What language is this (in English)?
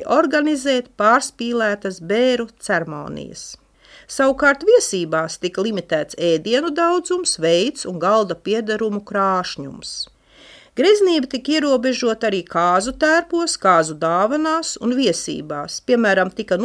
Latvian